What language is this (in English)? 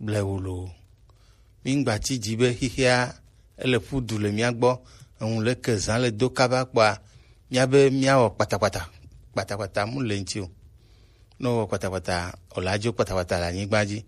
Gen